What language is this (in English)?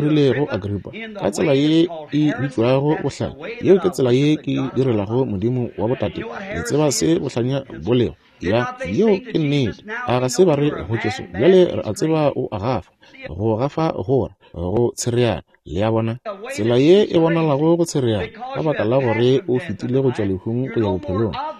Northern Sotho